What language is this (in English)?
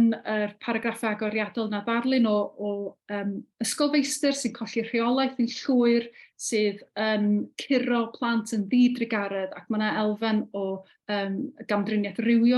Welsh